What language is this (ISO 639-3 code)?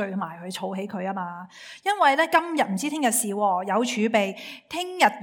yue